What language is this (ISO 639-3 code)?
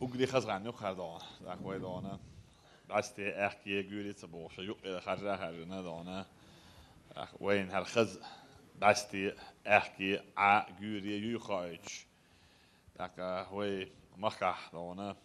che